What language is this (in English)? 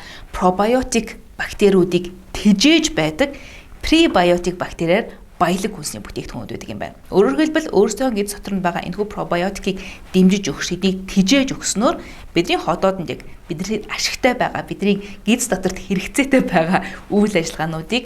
Mongolian